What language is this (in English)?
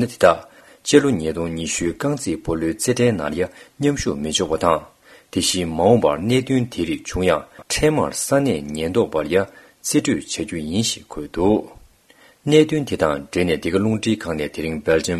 Tibetan